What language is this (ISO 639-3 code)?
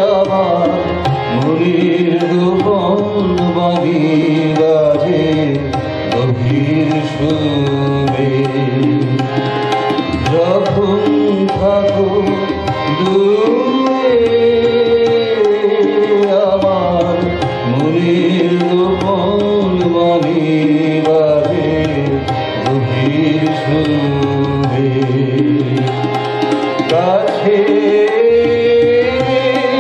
ben